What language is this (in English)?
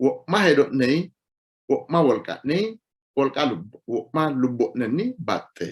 Sidamo